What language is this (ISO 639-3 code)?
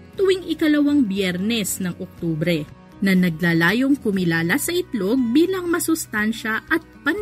fil